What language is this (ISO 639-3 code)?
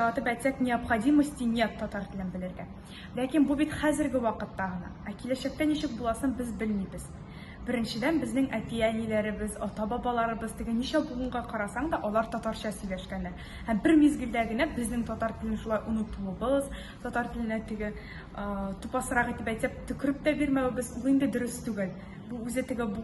tat